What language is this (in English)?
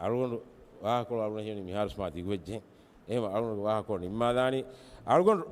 Divehi